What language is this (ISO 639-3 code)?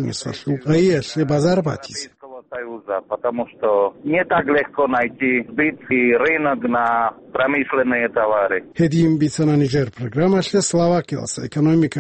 ava